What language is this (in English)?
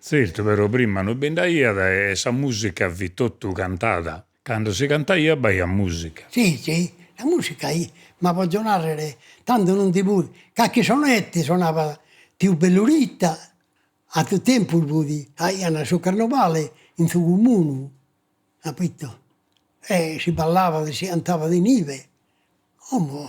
Sardinian